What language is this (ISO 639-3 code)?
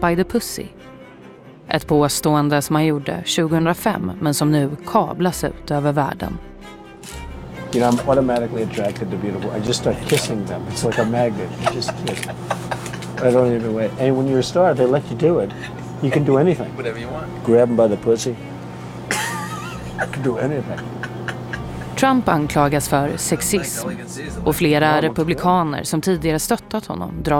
swe